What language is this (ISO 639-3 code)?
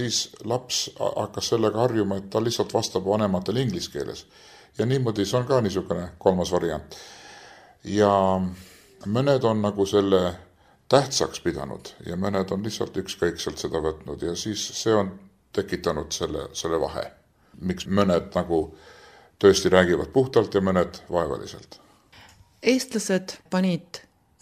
est